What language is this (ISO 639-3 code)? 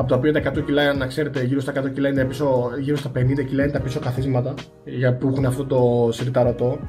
ell